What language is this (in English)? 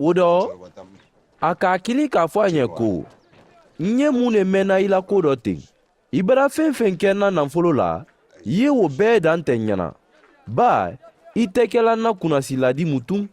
Mandingo